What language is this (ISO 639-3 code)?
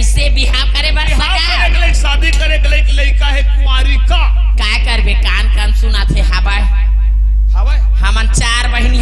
hne